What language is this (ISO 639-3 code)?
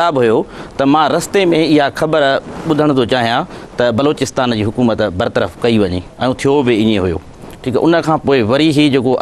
snd